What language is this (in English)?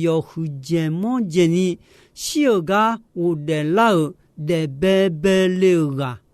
Akha